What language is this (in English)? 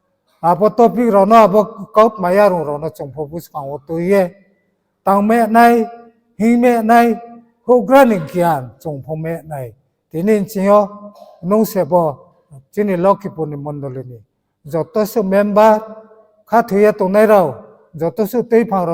Riang (India)